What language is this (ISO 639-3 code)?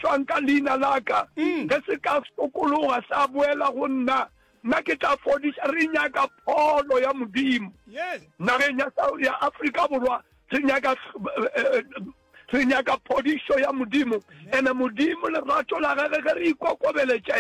nso